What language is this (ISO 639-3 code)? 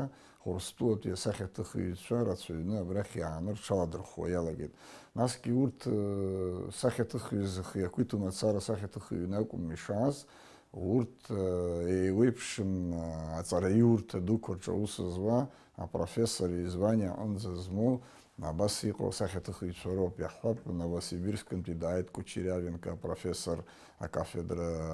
abk